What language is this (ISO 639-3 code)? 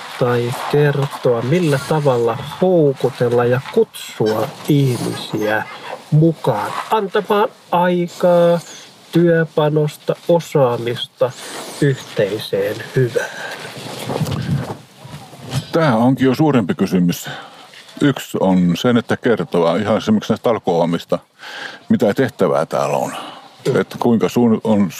fin